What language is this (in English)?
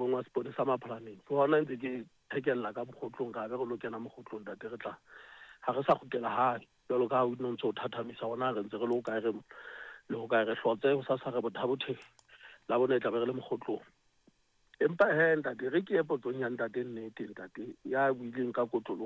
Southern Sotho